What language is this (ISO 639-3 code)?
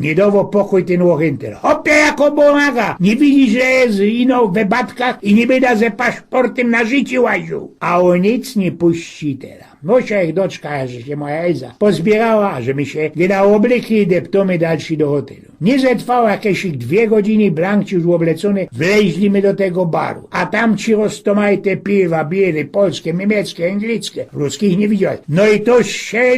szl